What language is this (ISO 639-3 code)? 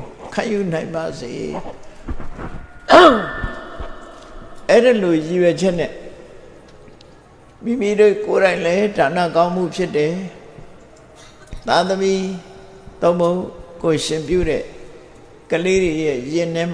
mya